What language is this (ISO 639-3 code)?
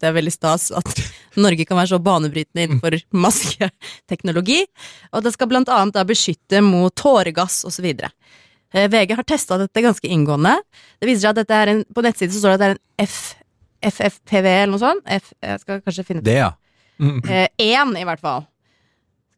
nor